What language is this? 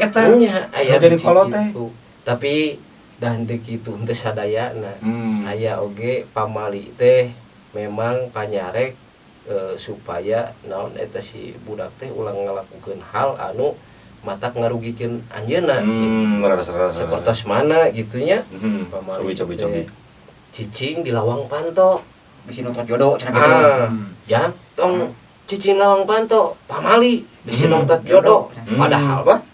Sundanese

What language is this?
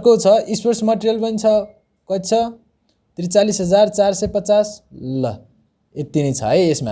Nepali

